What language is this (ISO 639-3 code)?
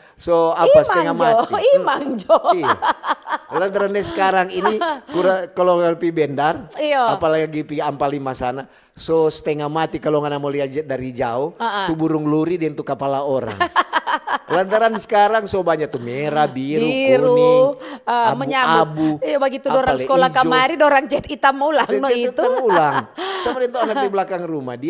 xmm